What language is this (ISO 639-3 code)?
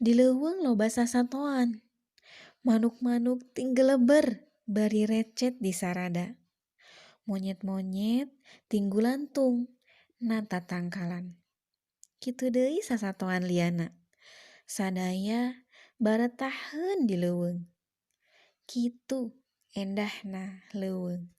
sun